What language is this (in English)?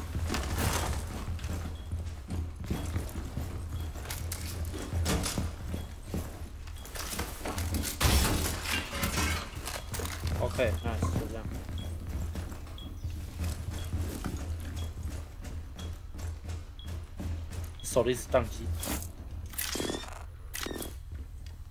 Chinese